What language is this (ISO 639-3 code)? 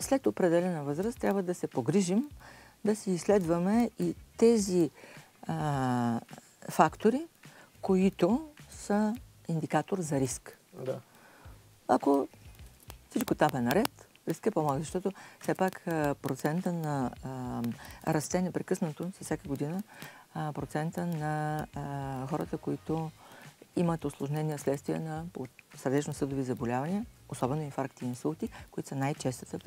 bul